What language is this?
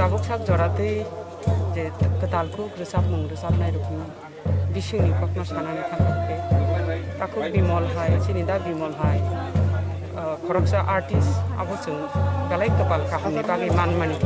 Kok Borok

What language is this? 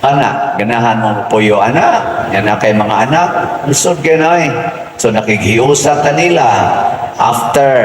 Cebuano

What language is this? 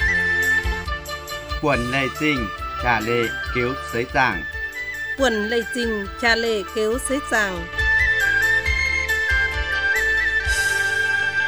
Vietnamese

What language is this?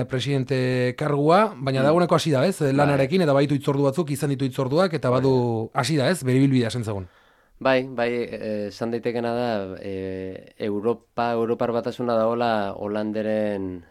Basque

